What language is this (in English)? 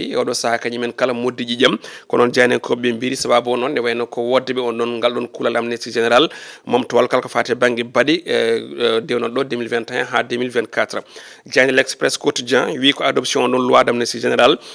Fula